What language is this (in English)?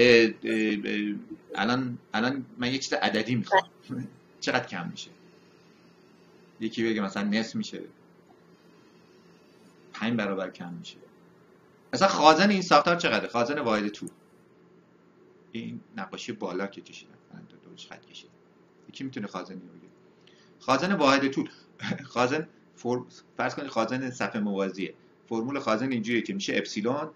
Persian